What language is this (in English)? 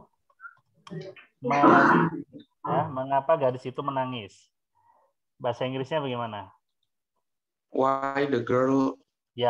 Indonesian